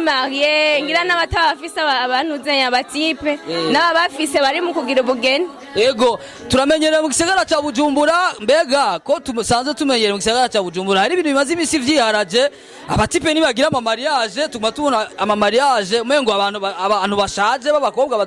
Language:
Rundi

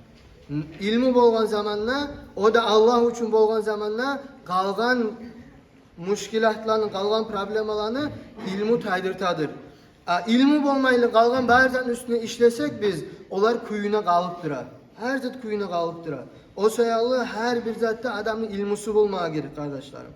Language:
Kumyk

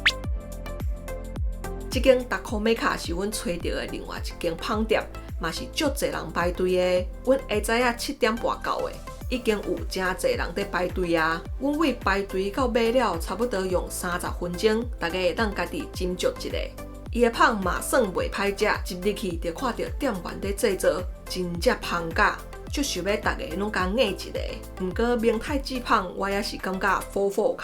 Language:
Min Nan Chinese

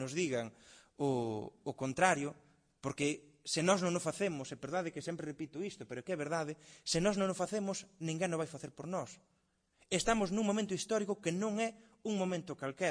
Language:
Galician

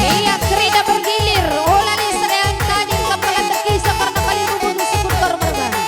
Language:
Batak Karo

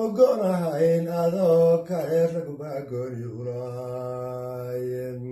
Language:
Somali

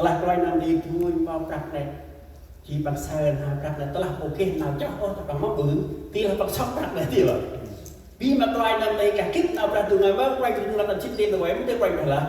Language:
Central Mnong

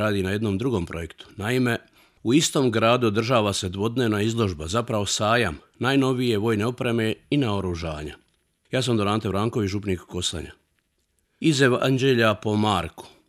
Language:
Croatian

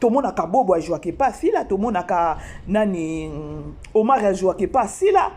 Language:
Lingala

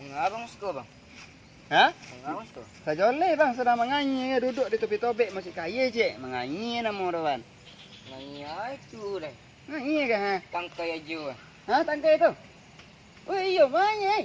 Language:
Minangkabau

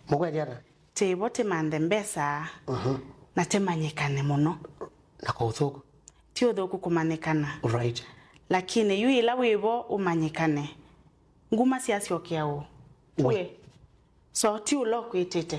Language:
Kamba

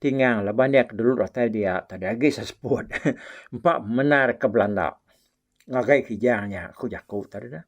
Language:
Iban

